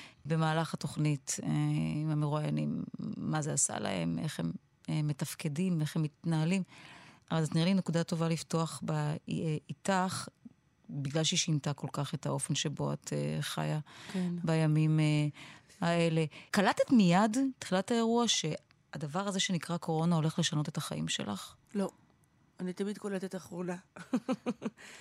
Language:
Hebrew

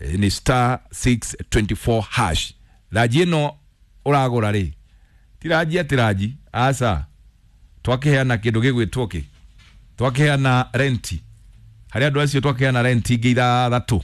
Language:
Kikuyu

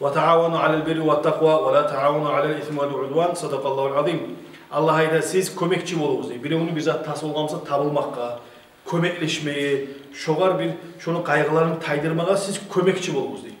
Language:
Kumyk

